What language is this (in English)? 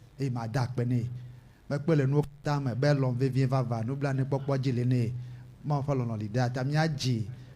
Ewe